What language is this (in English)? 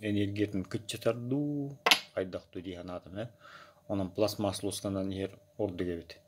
Yakut